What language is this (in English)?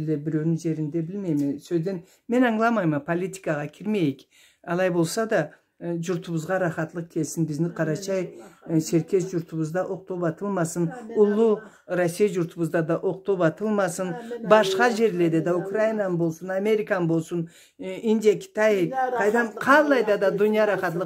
Karachay-Balkar